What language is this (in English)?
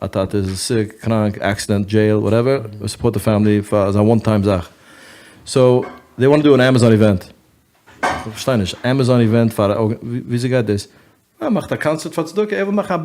Yiddish